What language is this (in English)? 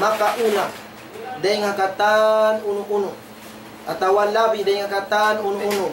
Tausug